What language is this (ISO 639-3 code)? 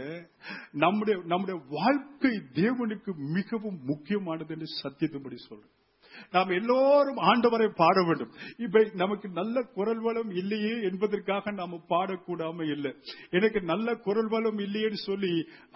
tam